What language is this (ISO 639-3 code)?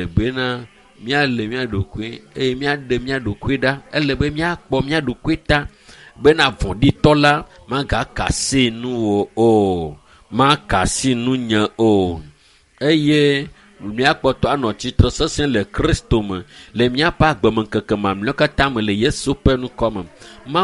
ewe